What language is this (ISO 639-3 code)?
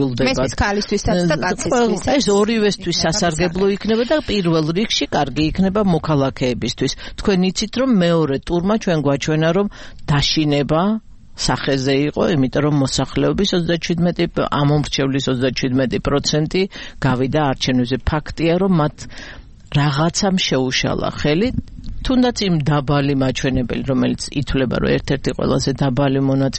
kat